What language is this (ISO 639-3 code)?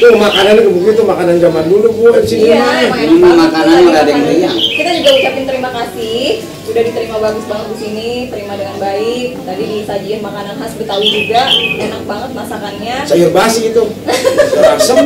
bew